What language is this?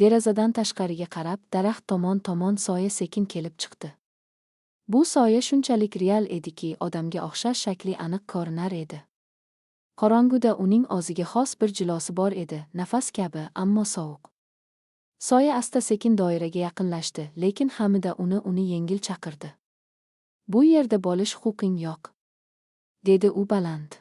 Uzbek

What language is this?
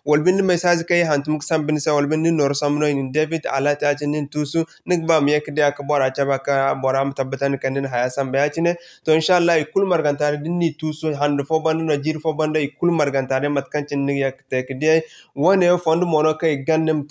Zarma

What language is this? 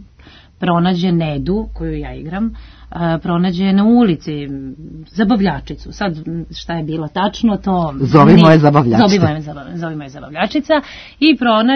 Serbian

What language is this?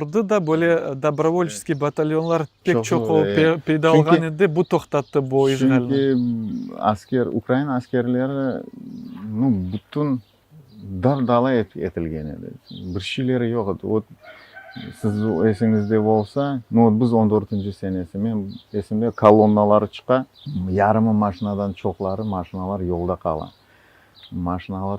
Crimean Tatar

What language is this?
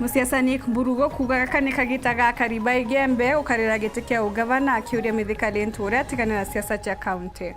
Meru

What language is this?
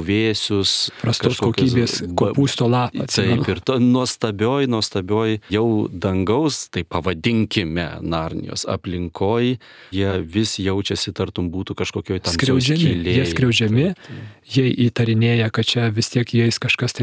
Lithuanian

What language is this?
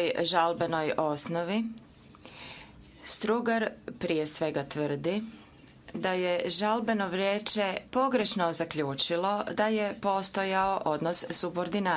Croatian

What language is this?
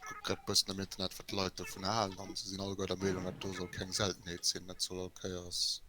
Luxembourgish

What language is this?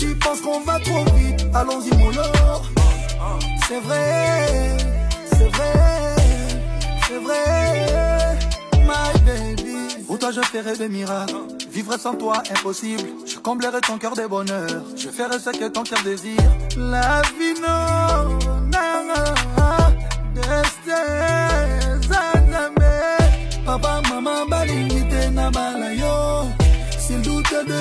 French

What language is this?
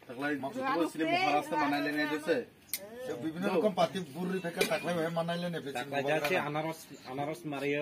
Kok Borok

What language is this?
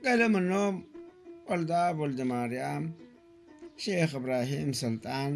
Tigrinya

